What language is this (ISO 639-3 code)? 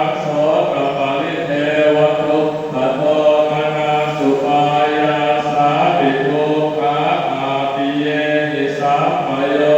pli